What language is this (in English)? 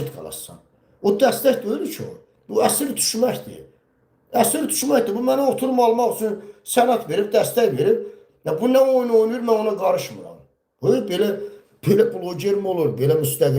Azerbaijani